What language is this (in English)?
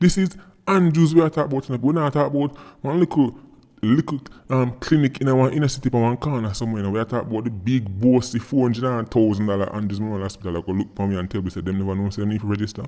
Jamaican Creole English